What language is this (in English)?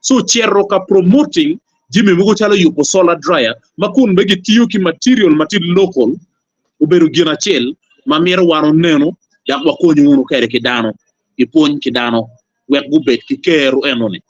Acoli